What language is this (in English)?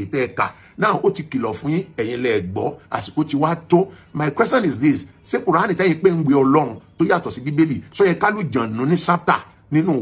Yoruba